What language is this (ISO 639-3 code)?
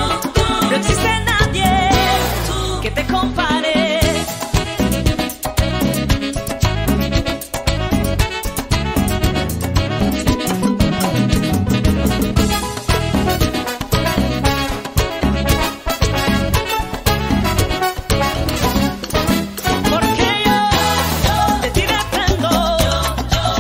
spa